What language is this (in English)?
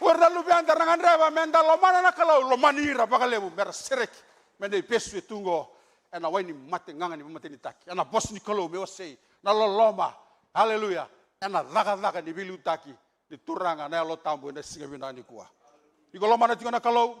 Fijian